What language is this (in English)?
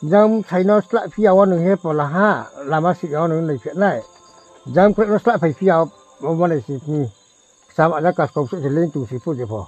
Riang (India)